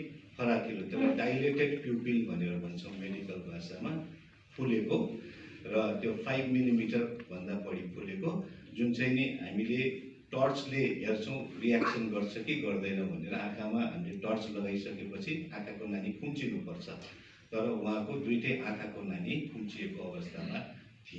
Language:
Nepali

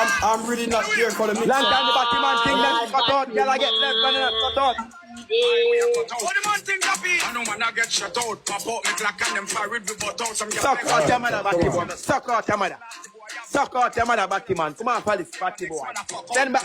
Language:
Jamaican Creole English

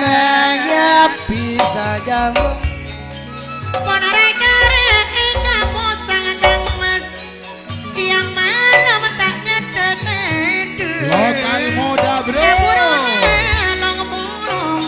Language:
Madurese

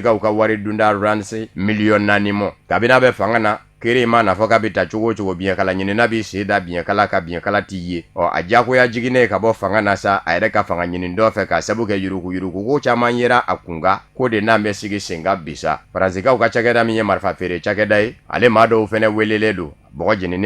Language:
Bambara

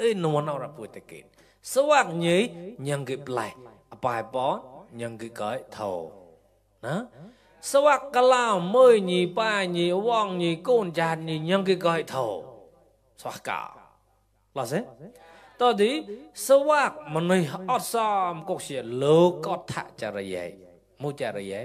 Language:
Mon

